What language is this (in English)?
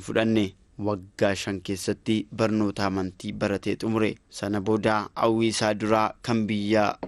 Oromo